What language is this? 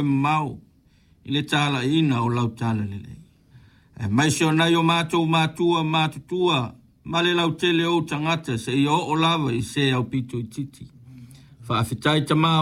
Samoan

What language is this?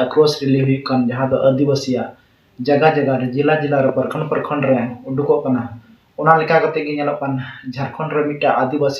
Santali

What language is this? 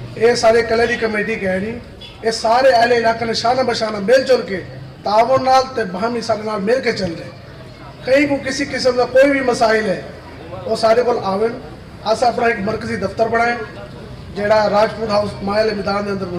Saraiki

